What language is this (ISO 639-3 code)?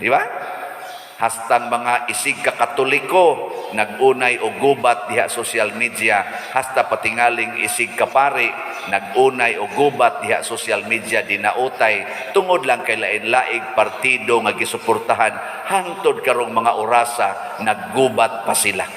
ceb